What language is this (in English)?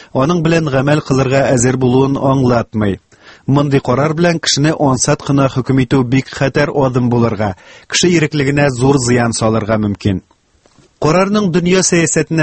Tatar